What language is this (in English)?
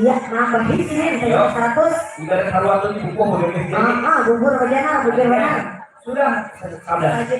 Banjar